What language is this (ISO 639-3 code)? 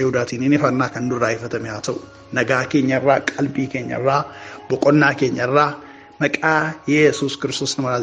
orm